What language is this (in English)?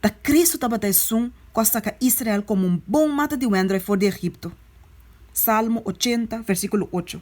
Papiamento